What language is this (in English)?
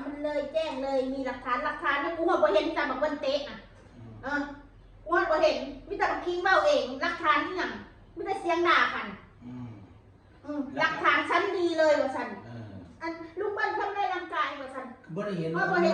Northeastern Thai